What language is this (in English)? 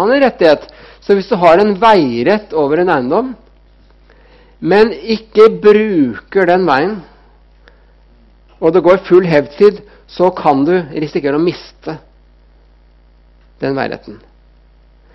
Norwegian